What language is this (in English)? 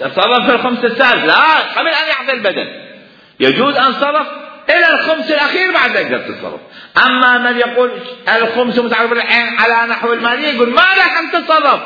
Mesopotamian Arabic